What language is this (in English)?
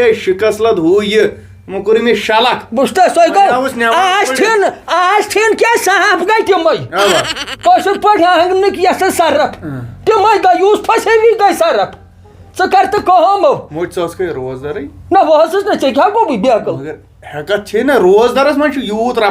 Kashmiri